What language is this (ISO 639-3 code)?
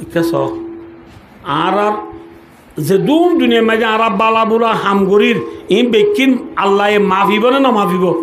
rhg